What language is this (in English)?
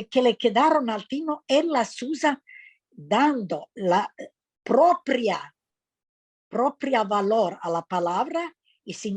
Ladino